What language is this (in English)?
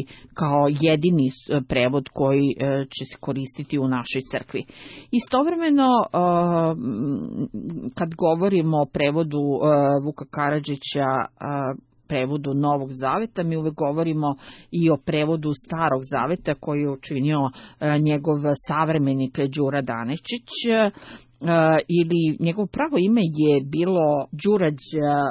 Serbian